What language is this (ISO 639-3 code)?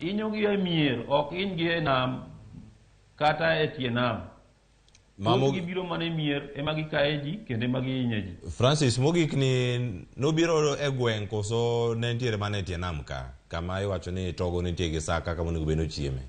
luo